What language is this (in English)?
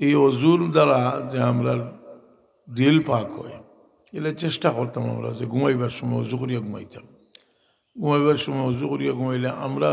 Sylheti